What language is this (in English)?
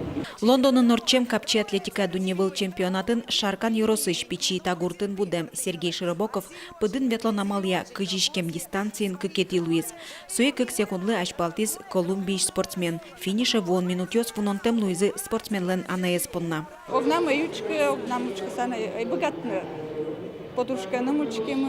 Udmurt